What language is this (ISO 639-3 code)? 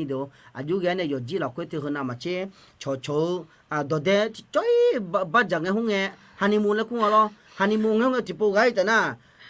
ahk